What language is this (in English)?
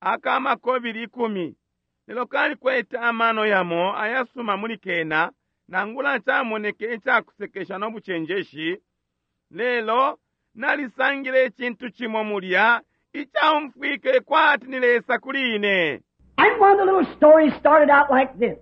Bemba